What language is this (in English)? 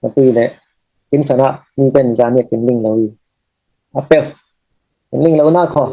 Falam Chin